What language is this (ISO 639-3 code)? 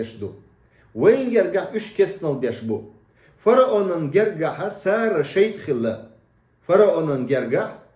che